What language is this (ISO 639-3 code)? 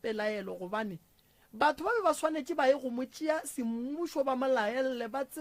nso